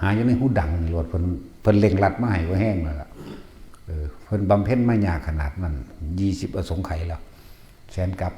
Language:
Northeastern Thai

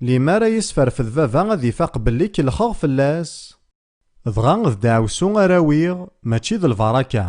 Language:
Kabyle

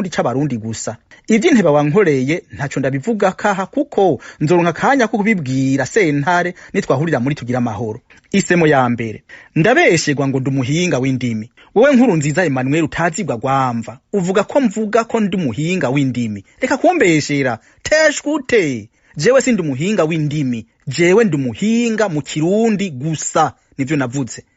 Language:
Rundi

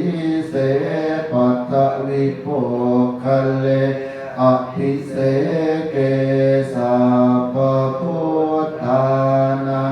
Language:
Pali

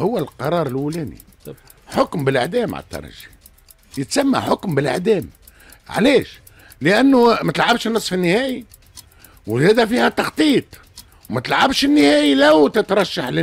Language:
Tunisian Arabic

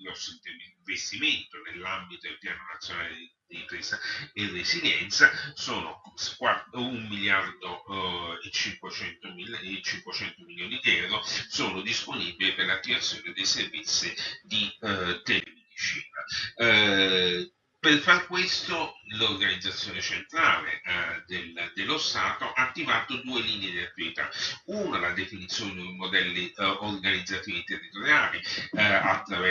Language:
Italian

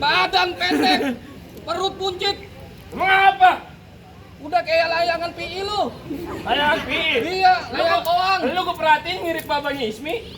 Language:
Betawi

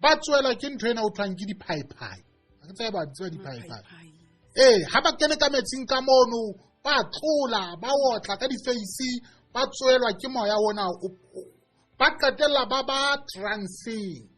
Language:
Southern Sotho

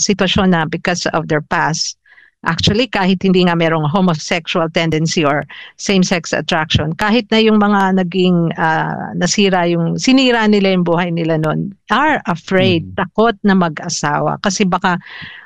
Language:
Filipino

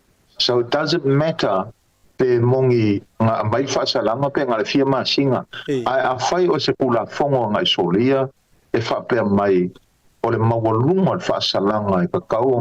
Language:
Samoan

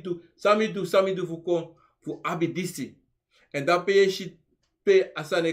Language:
Sranan Tongo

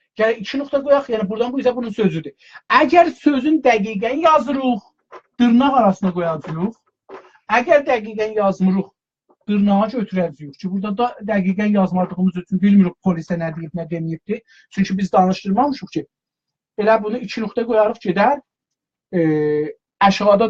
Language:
South Azerbaijani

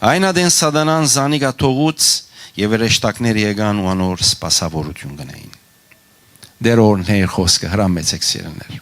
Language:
Western Armenian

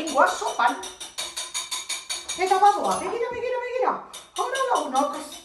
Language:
Basque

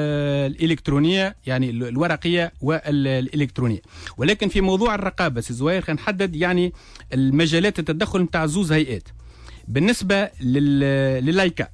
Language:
Tunisian Arabic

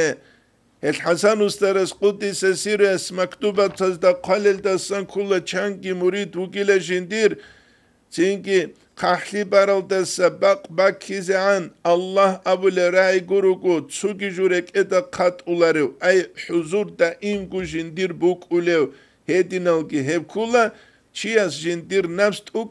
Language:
Avaric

